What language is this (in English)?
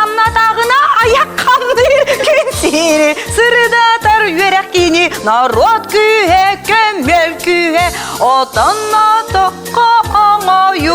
Yakut